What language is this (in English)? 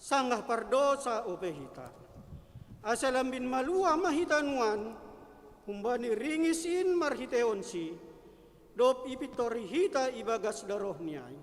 Batak Simalungun